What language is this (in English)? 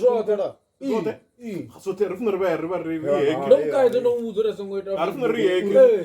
Venda